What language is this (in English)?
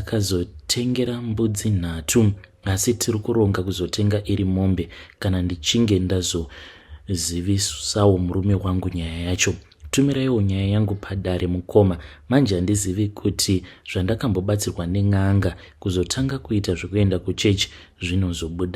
Shona